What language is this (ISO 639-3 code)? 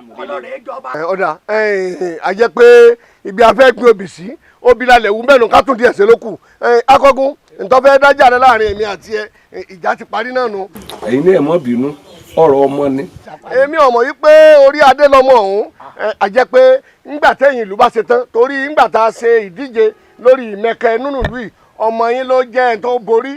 yor